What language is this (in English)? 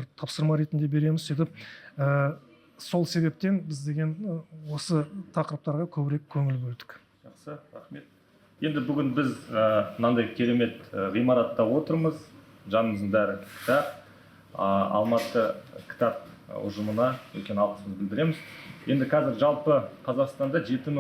Kazakh